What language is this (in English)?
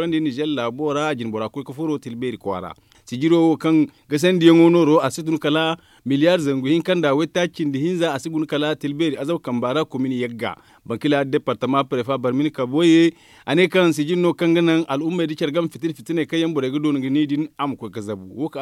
Zarma